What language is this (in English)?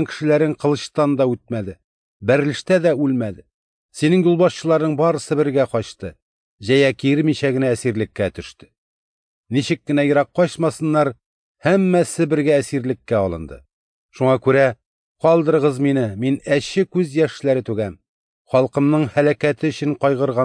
Tatar